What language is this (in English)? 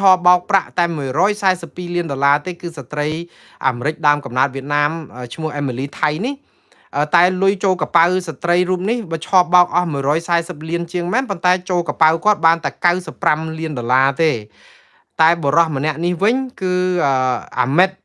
Khmer